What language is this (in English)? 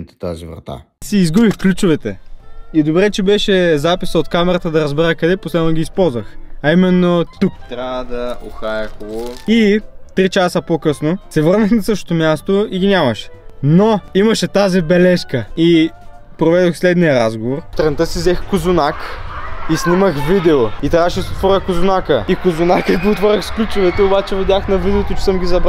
Bulgarian